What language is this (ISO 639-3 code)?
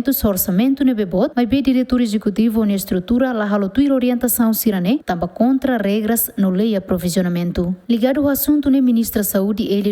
tet